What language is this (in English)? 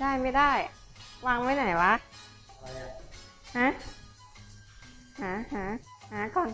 Lao